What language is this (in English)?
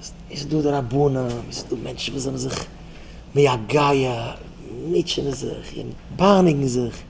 Yiddish